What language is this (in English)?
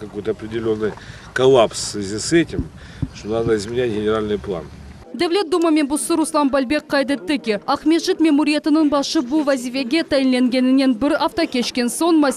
Crimean Tatar